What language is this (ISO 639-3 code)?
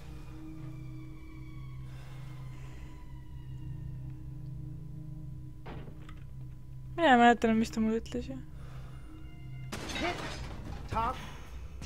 est